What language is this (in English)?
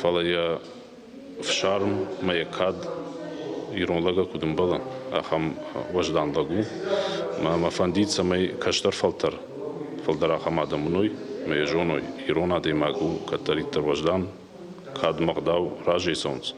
Ossetic